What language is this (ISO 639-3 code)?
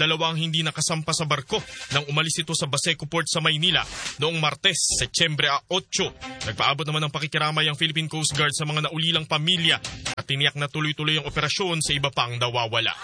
fil